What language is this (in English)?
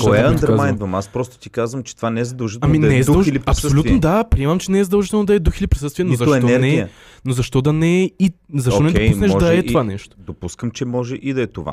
Bulgarian